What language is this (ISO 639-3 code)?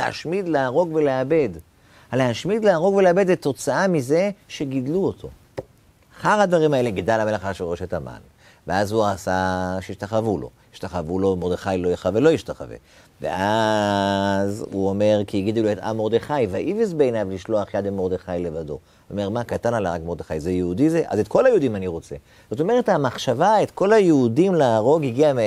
heb